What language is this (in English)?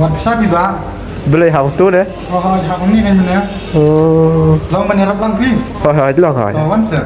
Khasi